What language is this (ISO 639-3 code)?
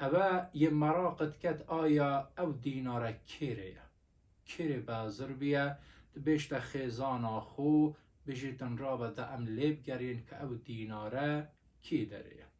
kur